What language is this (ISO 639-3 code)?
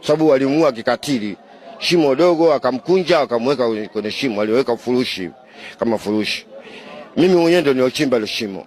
swa